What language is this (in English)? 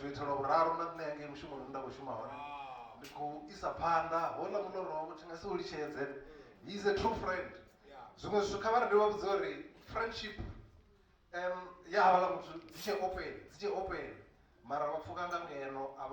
Venda